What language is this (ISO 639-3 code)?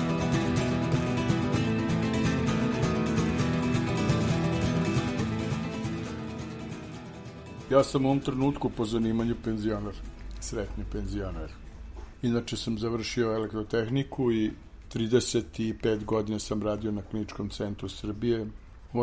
srp